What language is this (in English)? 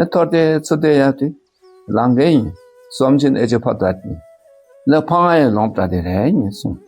Dakpakha